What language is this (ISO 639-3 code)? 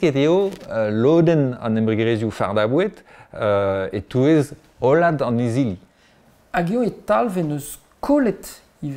bre